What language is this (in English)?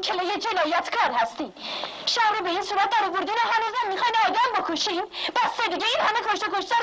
Persian